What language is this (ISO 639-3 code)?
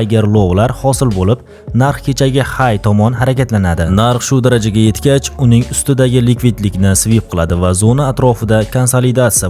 uzb